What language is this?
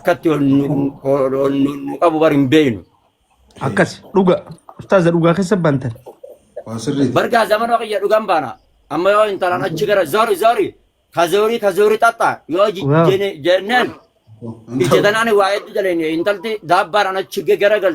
Oromo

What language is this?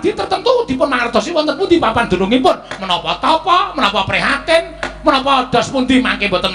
Javanese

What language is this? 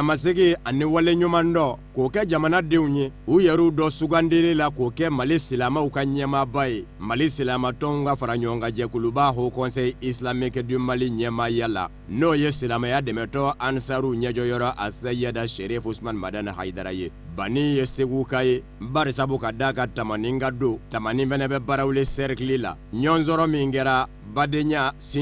Bambara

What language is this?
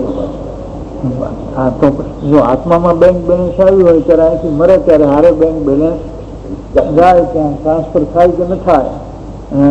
Gujarati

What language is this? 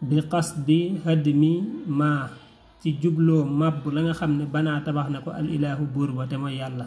Wolof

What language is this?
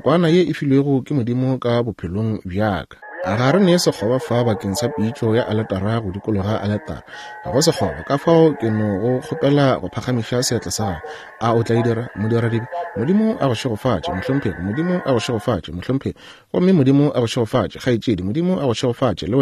Northern Sotho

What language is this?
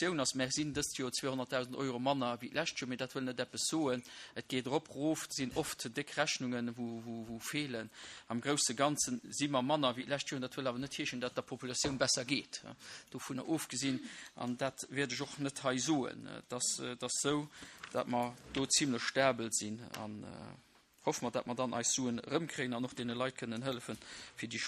Luxembourgish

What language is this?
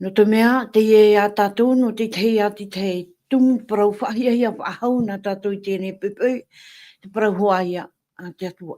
Tahitian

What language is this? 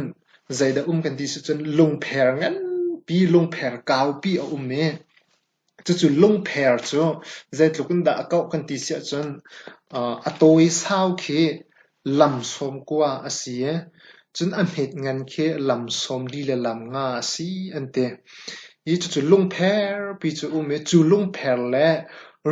Hakha Chin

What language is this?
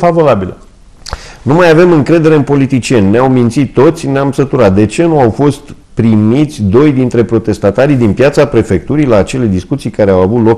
Romanian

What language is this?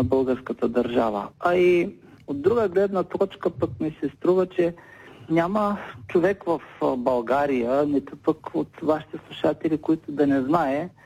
Bulgarian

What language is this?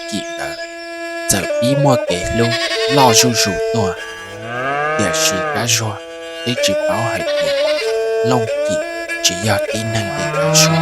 Hmong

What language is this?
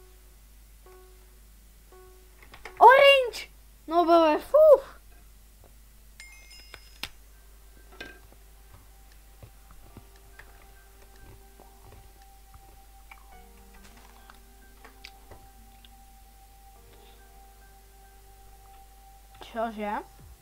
Czech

